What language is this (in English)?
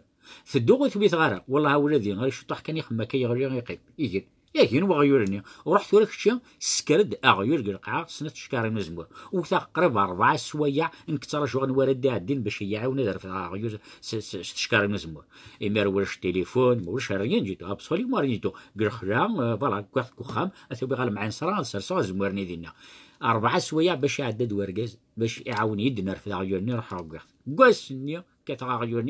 Kabyle